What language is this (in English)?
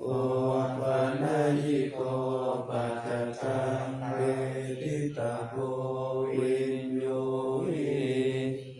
Pali